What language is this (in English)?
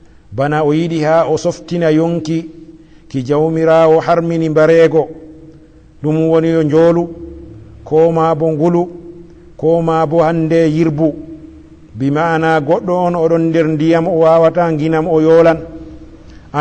Fula